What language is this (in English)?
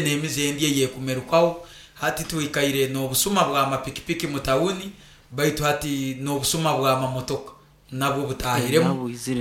Nyoro